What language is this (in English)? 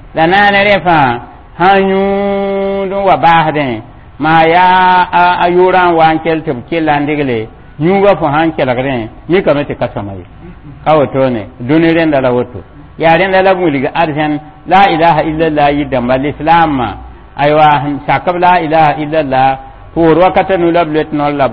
Mossi